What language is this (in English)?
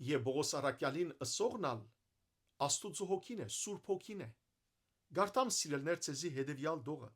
Western Armenian